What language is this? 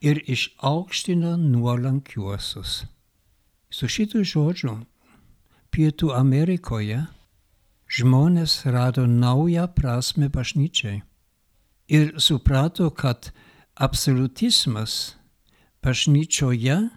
Lithuanian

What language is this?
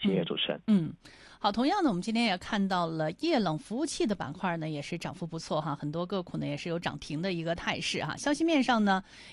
Chinese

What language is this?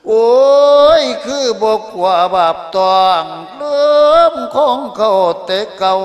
Lao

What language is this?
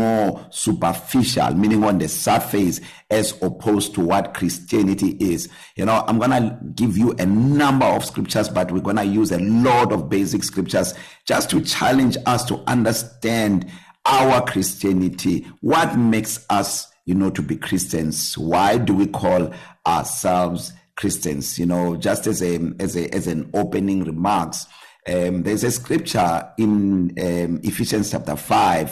English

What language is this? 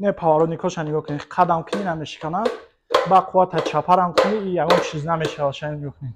Tajik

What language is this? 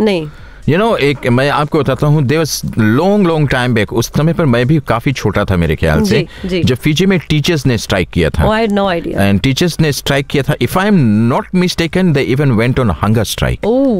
Hindi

